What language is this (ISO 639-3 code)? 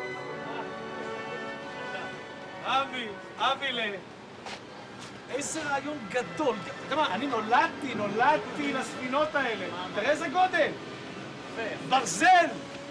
heb